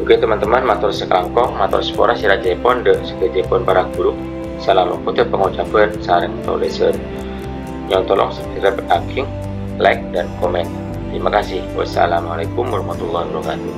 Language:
Madurese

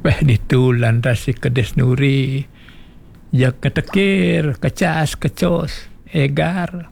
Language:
Balinese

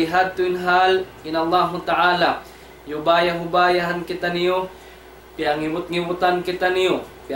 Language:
Tausug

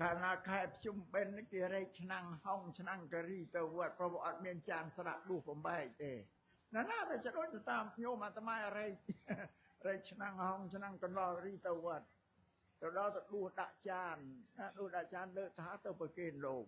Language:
Khmer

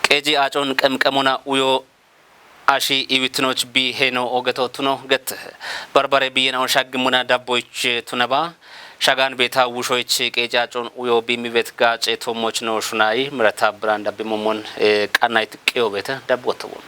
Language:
Kafa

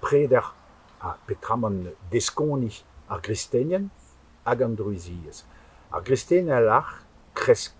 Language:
Breton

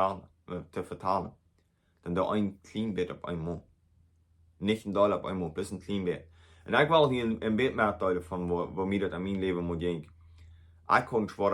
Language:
Plautdietsch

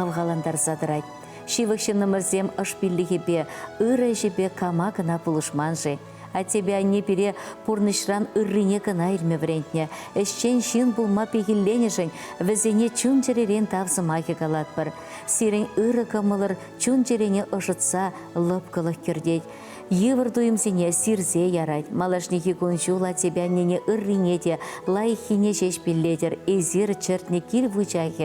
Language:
Chuvash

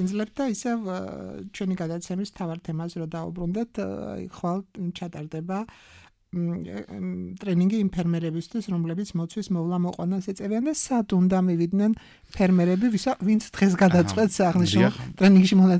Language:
Georgian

